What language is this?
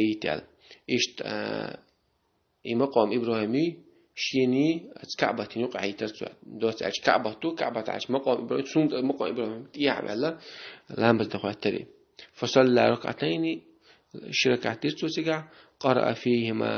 Chechen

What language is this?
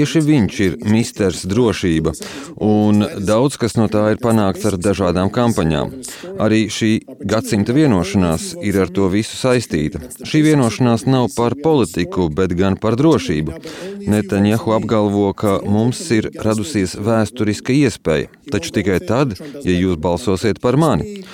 Latvian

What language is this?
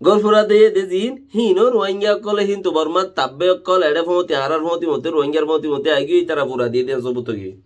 Rohingya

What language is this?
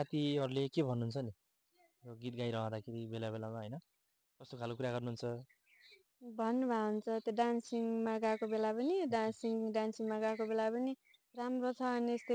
Nepali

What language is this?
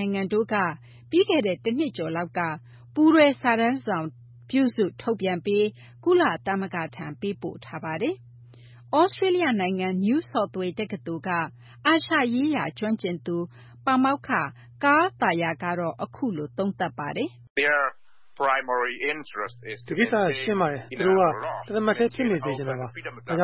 Burmese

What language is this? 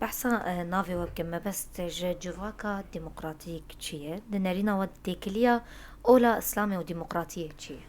Kurdish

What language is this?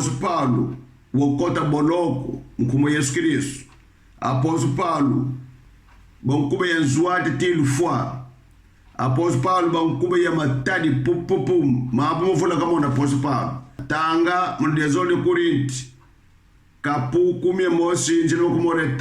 Kongo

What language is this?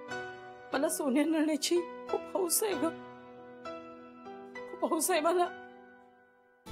Marathi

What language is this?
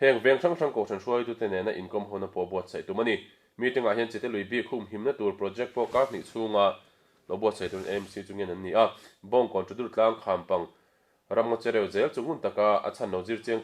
Mizo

